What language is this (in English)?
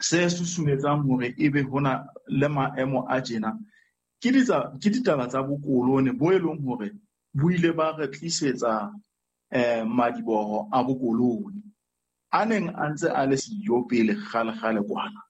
Southern Sotho